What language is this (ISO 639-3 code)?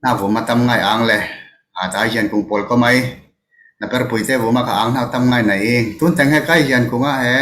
cfm